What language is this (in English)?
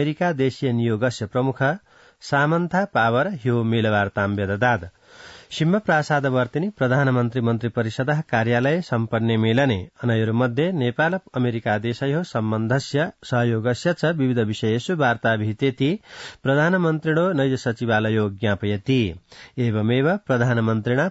Sanskrit